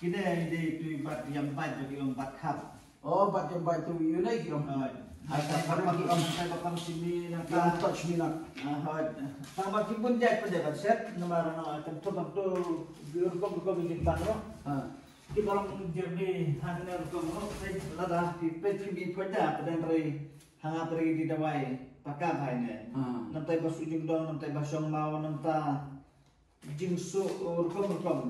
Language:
Khasi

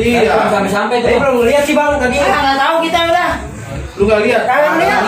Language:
Betawi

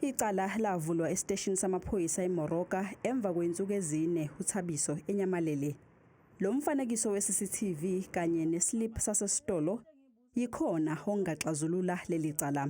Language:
Zulu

